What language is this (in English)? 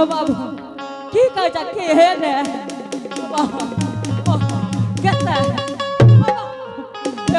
Angika